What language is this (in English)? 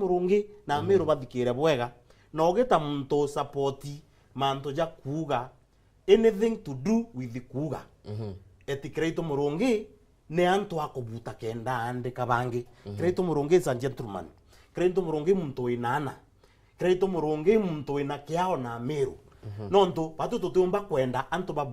Meru